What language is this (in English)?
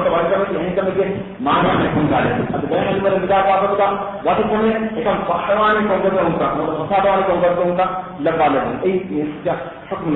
Divehi